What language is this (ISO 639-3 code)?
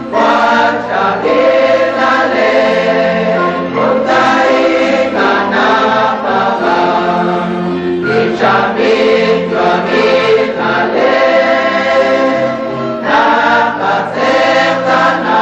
kek